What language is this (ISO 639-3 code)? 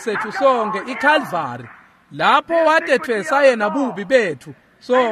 ssw